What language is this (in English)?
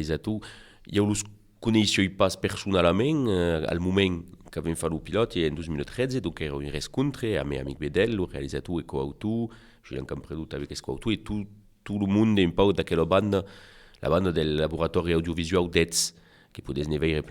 Occitan